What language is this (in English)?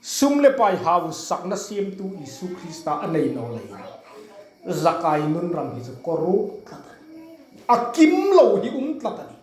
Hmar